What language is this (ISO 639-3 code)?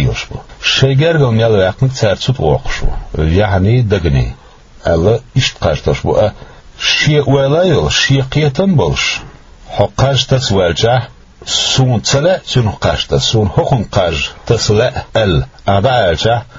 che